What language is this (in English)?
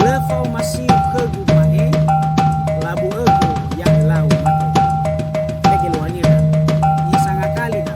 Nias